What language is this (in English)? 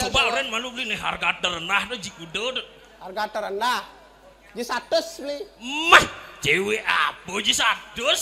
Balinese